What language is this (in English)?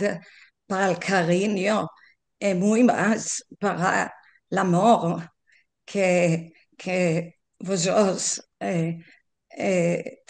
Ladino